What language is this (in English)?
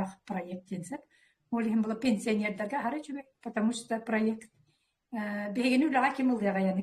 Yakut